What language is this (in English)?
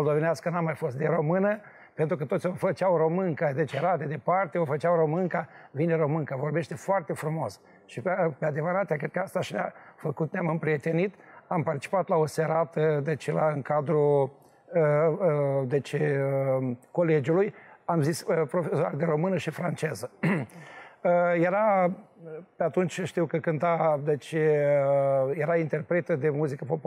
Romanian